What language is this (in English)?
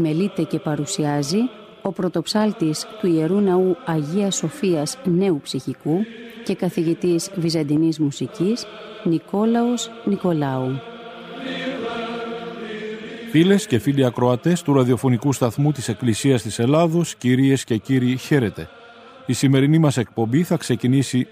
Greek